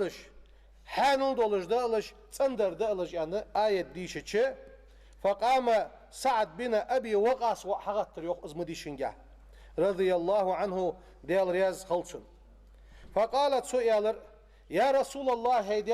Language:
Ingush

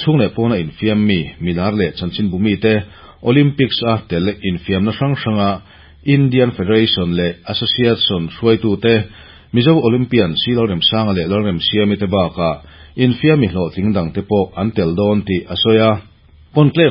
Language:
Mizo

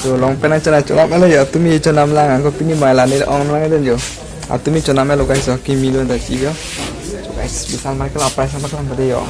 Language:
Karbi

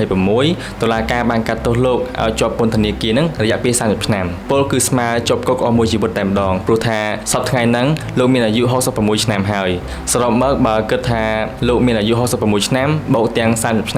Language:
Khmer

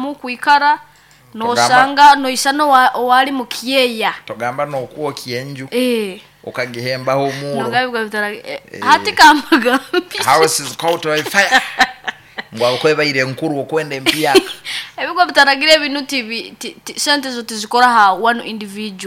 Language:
Nyoro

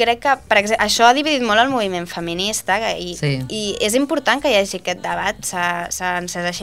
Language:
Catalan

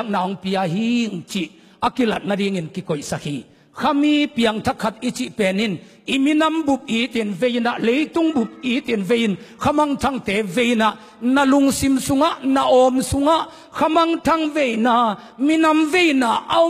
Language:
Tedim Chin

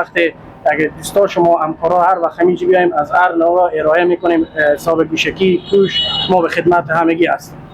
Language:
Persian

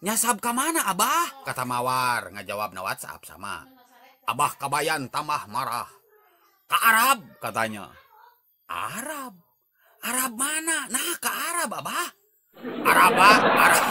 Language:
Sundanese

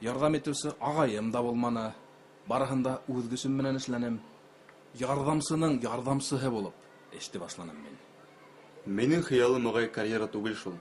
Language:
Bashkir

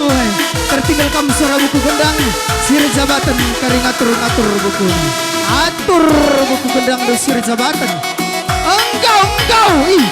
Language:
Batak Karo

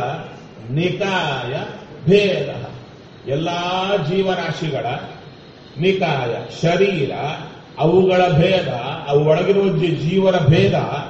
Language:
Kannada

